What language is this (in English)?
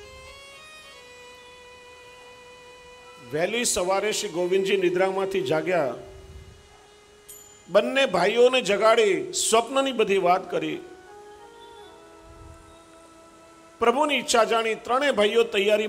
Gujarati